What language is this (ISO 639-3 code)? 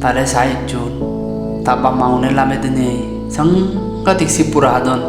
ccp